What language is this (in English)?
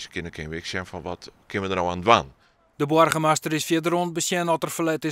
Western Frisian